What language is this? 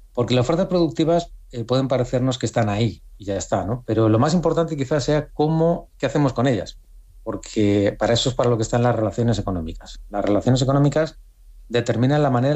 Spanish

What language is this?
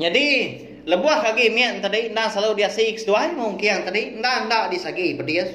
Iban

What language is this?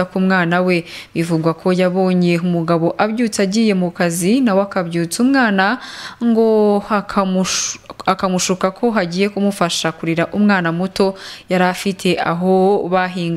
Kinyarwanda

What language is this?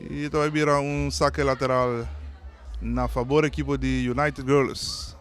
Papiamento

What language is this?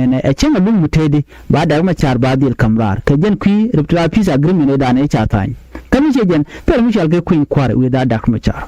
Nuer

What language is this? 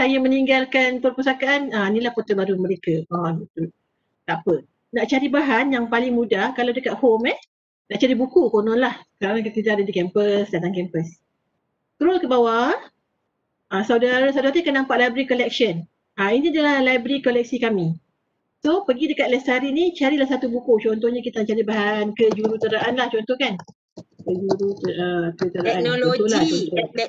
Malay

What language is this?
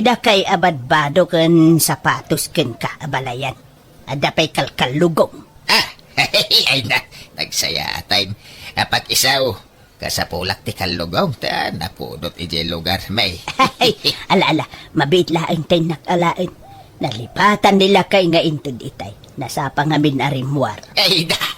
Iloko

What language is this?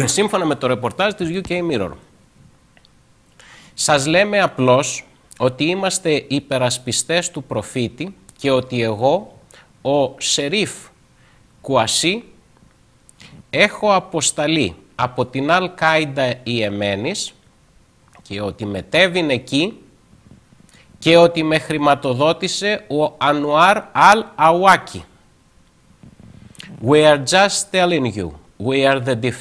Greek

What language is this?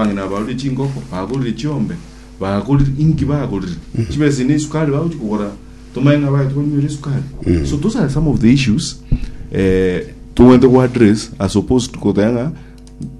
Gusii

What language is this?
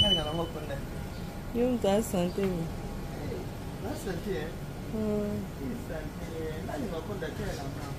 Lingala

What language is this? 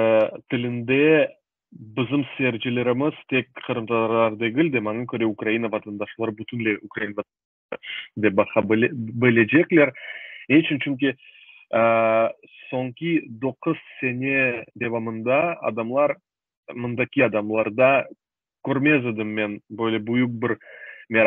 Crimean Tatar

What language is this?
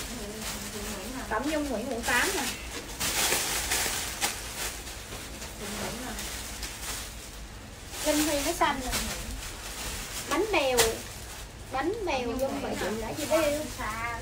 Vietnamese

